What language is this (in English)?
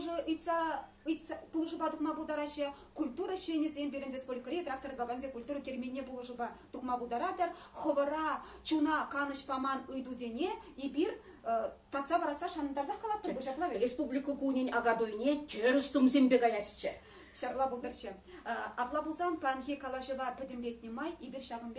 Chuvash